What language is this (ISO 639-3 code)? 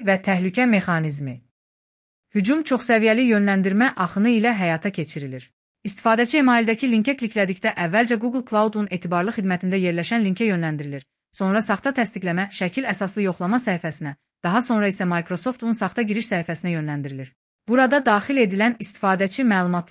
aze